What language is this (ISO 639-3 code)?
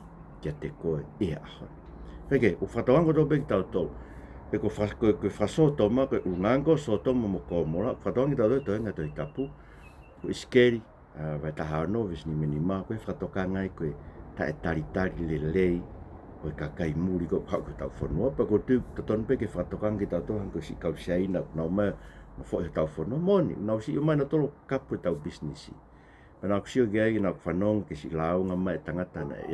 ton